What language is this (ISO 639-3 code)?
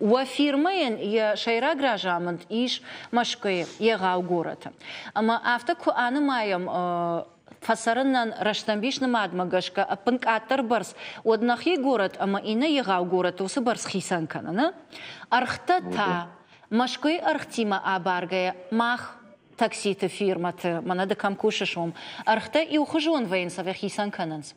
oss